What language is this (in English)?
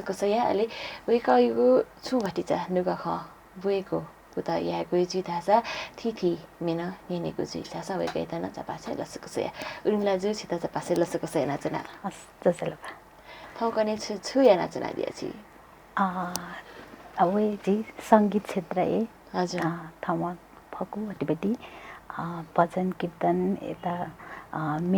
Newari